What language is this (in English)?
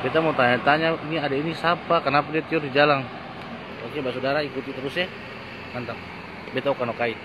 Ambonese Malay